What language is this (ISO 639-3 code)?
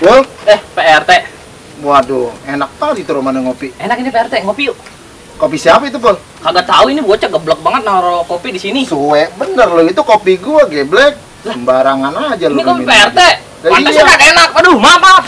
bew